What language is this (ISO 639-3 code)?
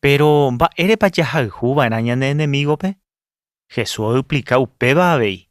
grn